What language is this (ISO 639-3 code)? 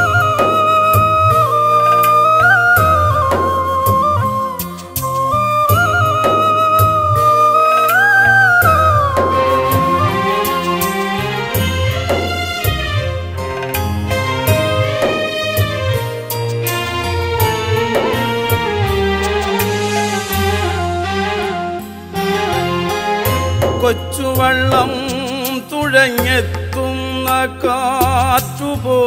mal